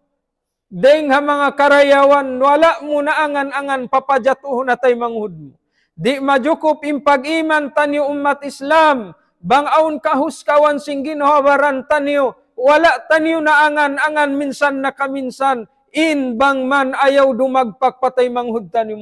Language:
Tausug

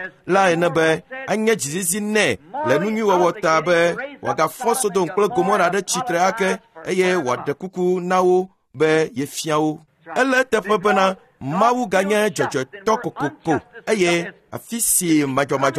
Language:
Ewe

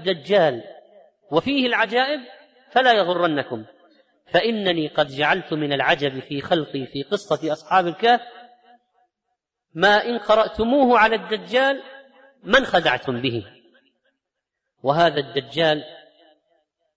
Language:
Arabic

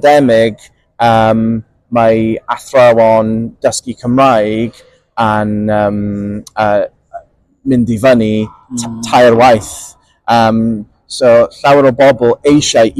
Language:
Welsh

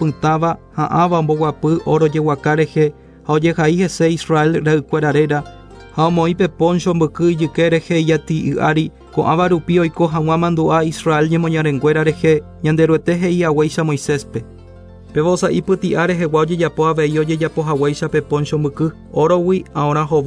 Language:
Guarani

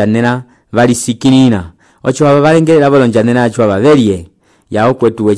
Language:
Umbundu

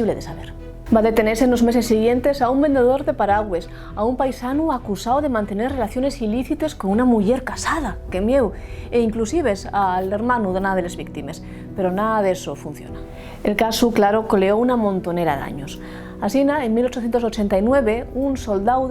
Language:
Asturian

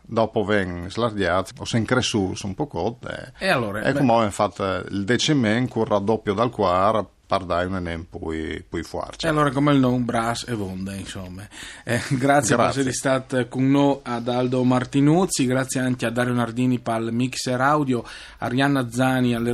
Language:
Friulian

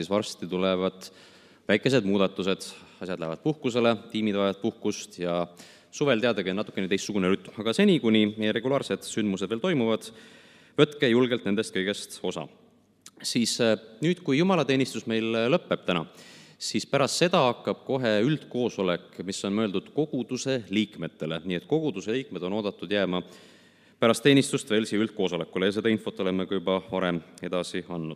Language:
Estonian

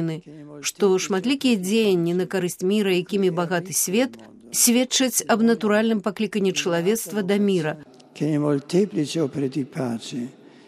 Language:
Belarusian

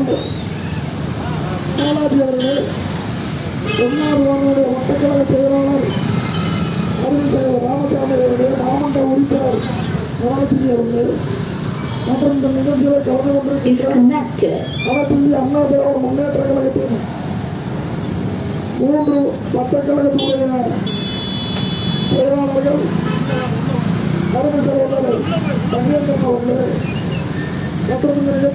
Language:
Tamil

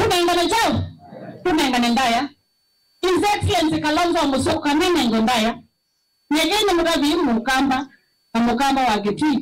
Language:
Kamba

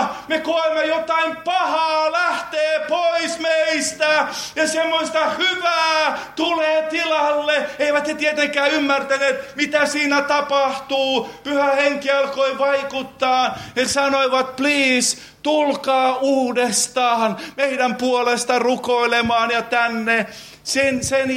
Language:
Finnish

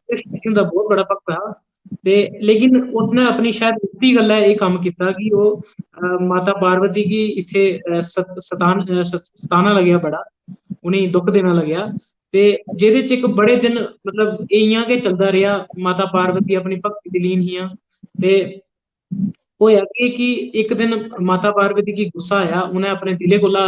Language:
Dogri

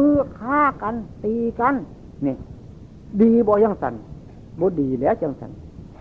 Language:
Northeastern Thai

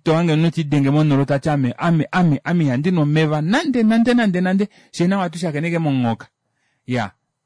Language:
Kuanyama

